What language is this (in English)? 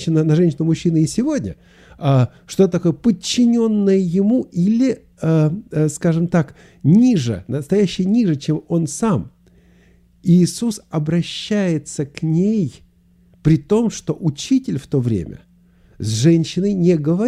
Russian